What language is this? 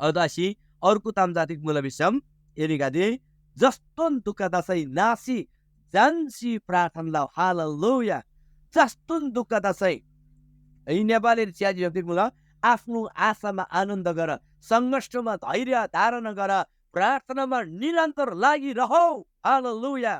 Eastern Tamang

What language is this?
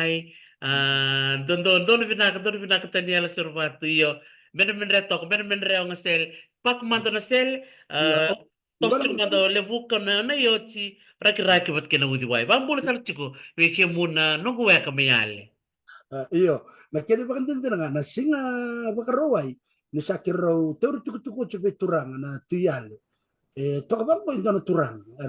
Fijian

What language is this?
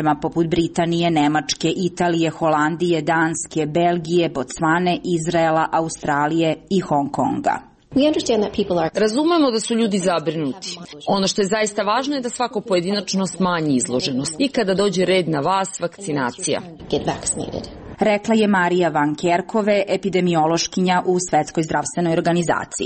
Serbian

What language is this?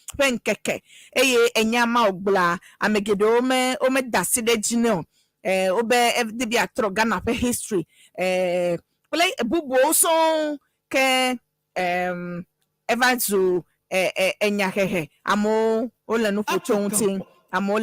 Ewe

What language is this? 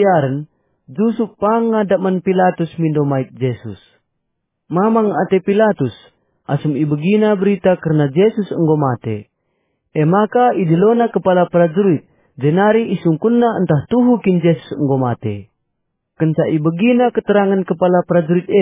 Batak Karo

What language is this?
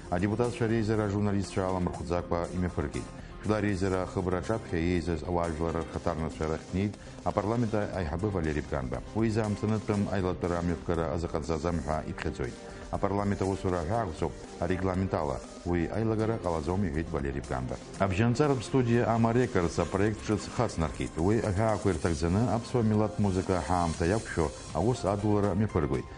Abkhazian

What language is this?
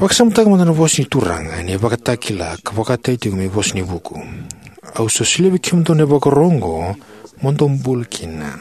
Fijian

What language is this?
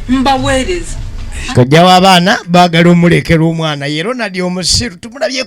Ganda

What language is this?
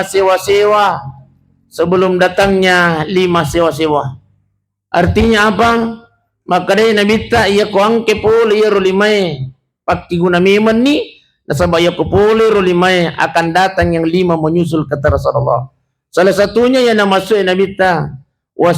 Buginese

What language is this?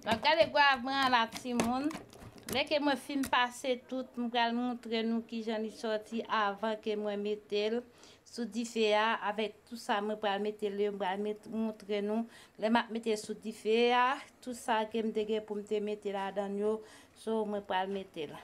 Haitian Creole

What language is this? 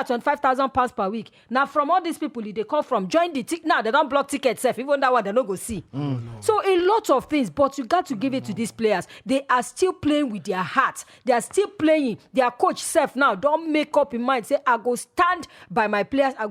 Nigerian Pidgin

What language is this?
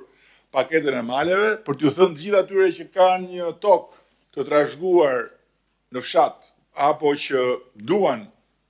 Albanian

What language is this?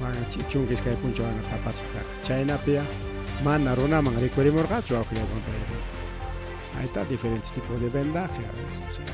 Ayacucho Quechua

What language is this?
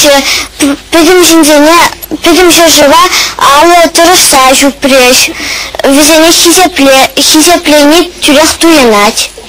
Chuvash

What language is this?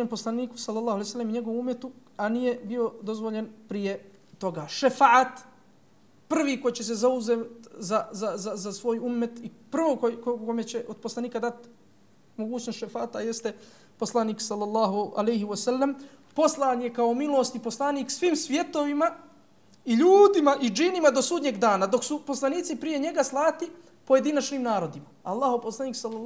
Bosnian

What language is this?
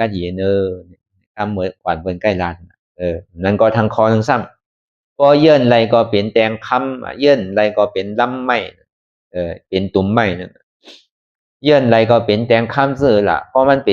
Shan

